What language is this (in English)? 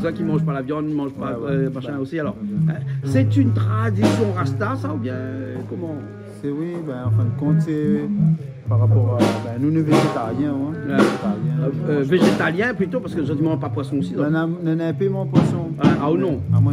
Réunion Creole French